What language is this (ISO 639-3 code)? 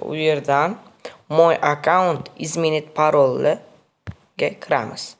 uzb